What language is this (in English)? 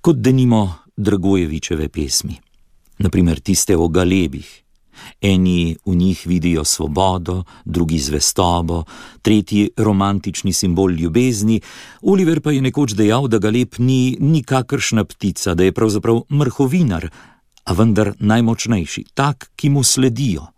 Slovenian